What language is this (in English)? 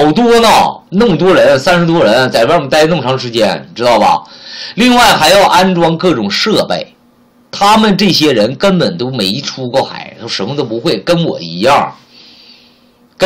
Chinese